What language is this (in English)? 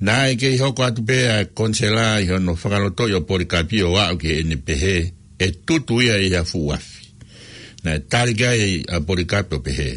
Tongan